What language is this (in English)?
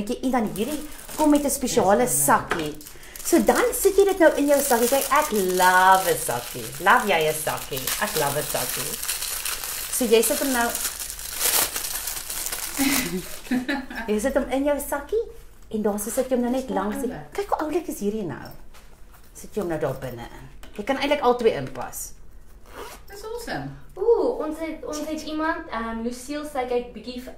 Afrikaans